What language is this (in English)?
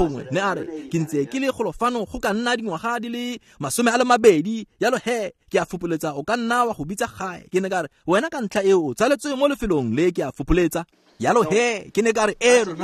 Tswana